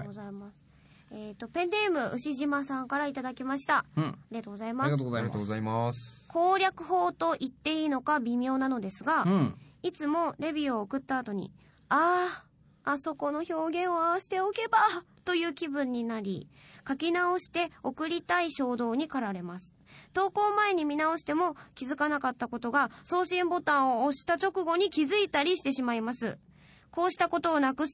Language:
Japanese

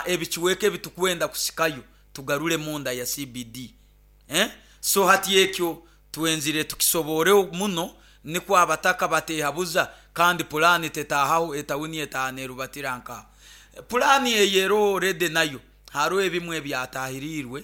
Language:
Nyoro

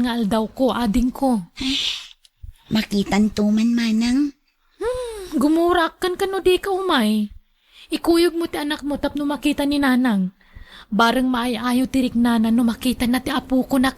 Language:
Iloko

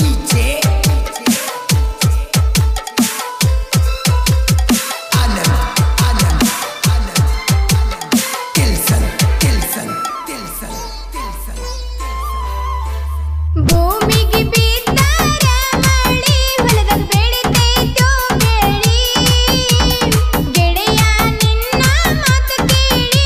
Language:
Kannada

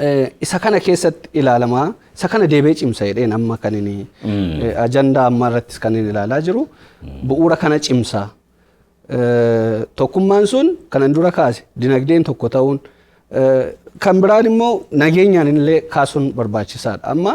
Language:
Oromo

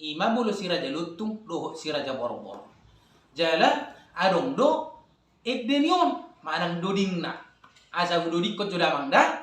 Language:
Batak Toba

